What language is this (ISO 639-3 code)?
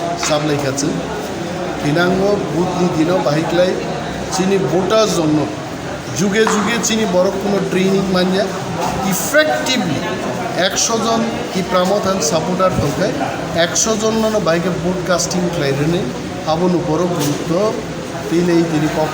trp